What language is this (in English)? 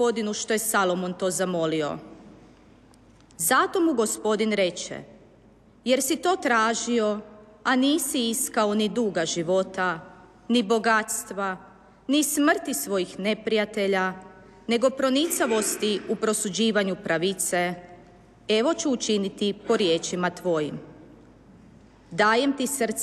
Croatian